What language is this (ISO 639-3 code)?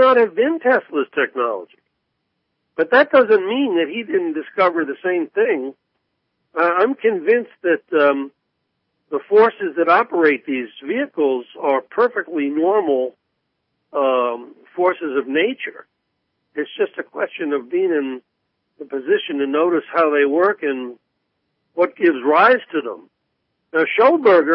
eng